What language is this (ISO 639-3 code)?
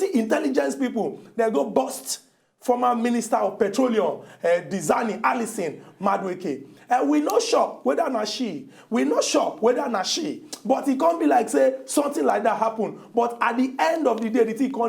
pcm